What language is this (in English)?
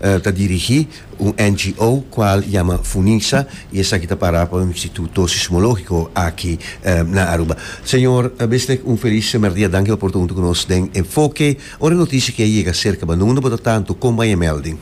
Papiamento